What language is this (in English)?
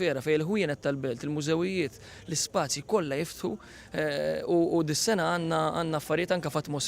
Maltese